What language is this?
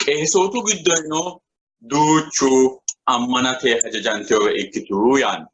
Sidamo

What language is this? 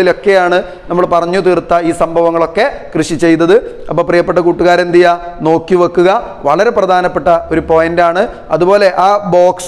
Malayalam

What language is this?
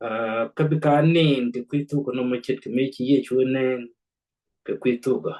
Nuer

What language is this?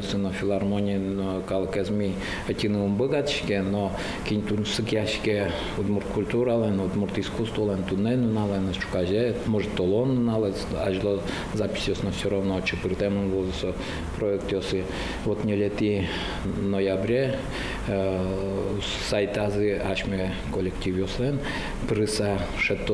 Udmurt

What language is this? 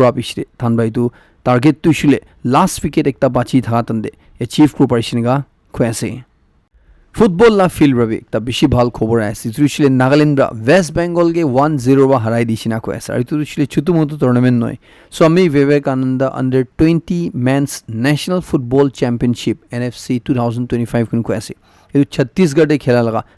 Naga Pidgin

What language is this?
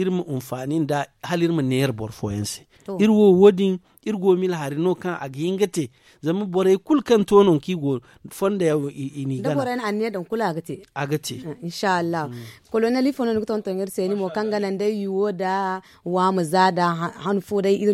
Zarma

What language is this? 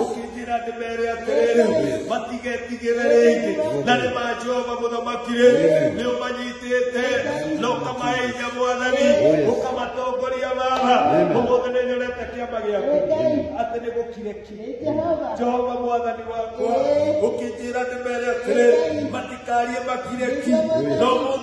Kikuyu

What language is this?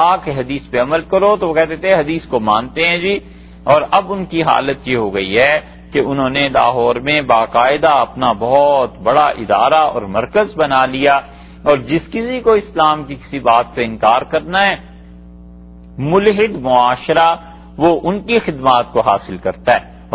Urdu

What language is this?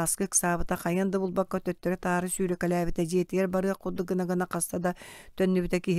Yakut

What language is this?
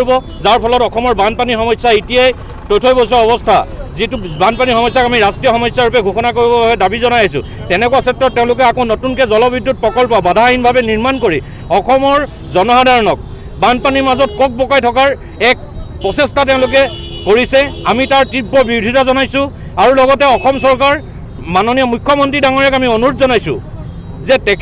Assamese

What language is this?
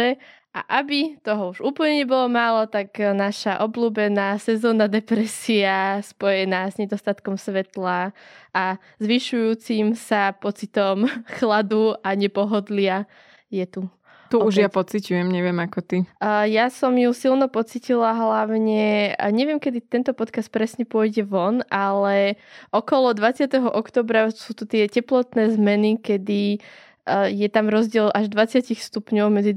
Slovak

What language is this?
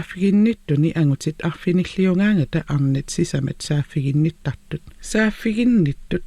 Kalaallisut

